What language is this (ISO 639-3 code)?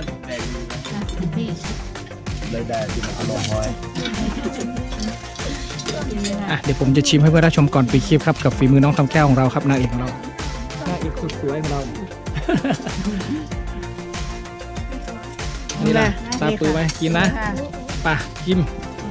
tha